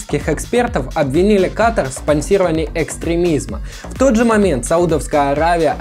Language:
Russian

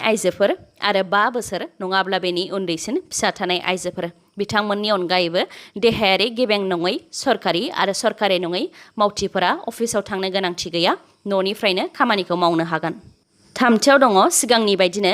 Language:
Bodo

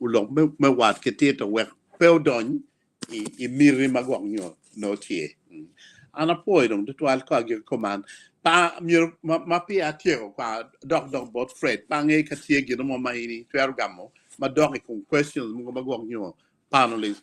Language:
Acoli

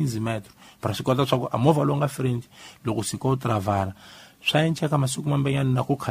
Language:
Tsonga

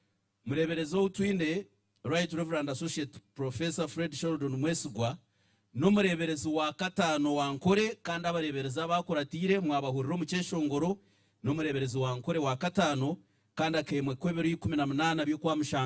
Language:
Nyankole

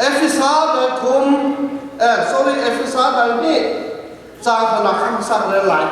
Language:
Hakha Chin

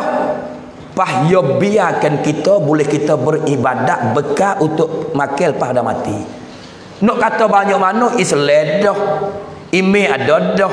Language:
Pattani Malay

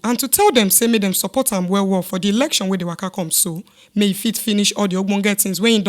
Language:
Nigerian Pidgin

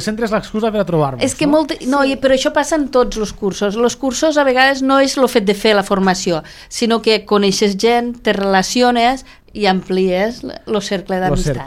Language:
Catalan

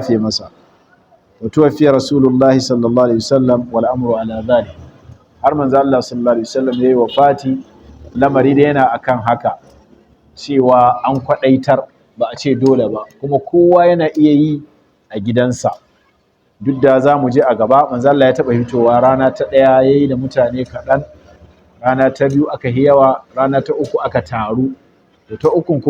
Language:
Hausa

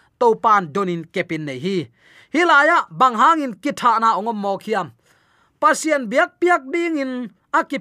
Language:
Tedim Chin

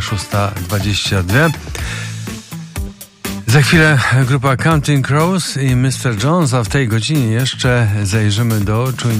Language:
Polish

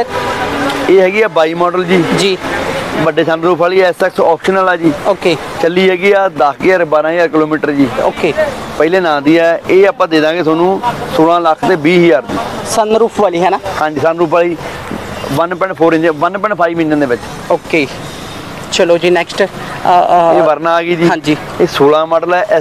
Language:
Punjabi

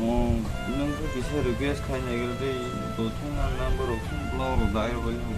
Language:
Kok Borok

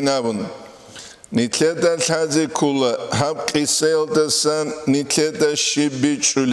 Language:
Avaric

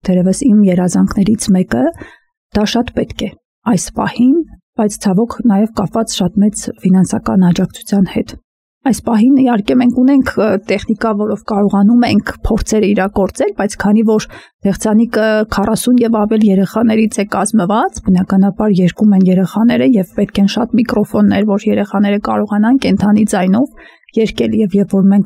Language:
Armenian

